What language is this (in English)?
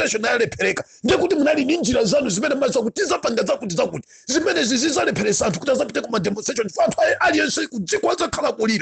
Nyanja